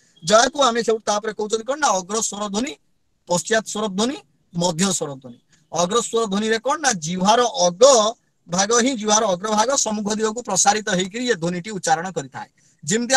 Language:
Odia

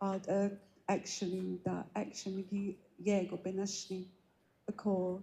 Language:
Navajo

